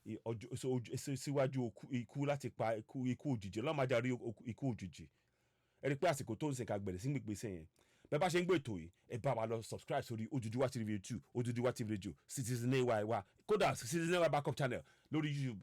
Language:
Yoruba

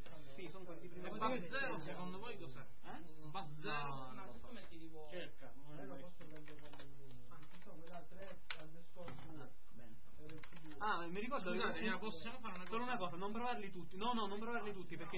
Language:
Italian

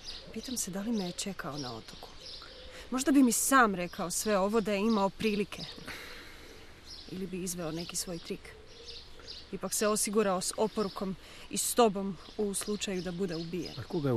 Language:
Croatian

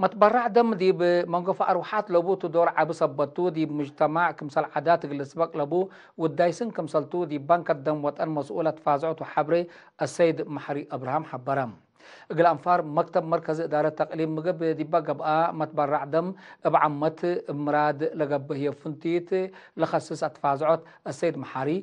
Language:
Tigre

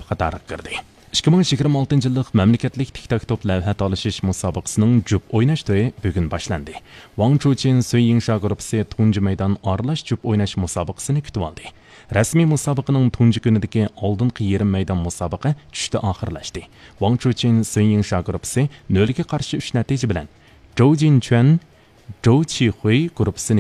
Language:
Uyghur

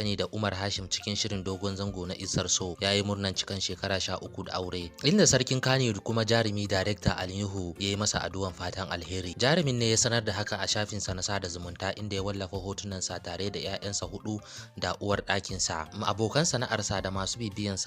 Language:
Hausa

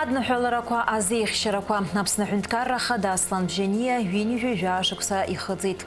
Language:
Abkhazian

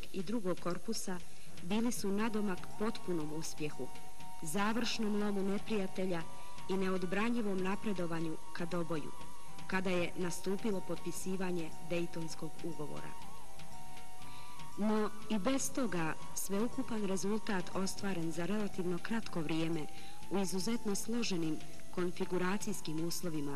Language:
Bosnian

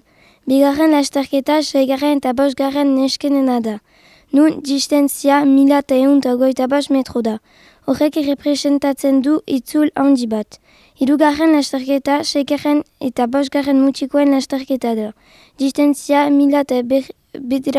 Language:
Basque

